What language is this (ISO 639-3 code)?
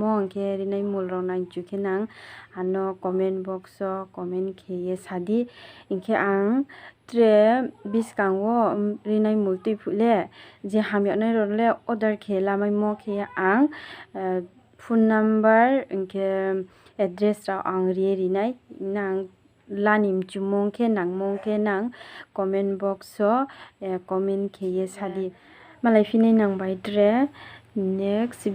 ria